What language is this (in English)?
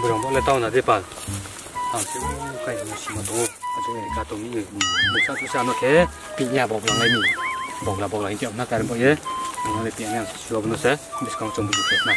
Riang (India)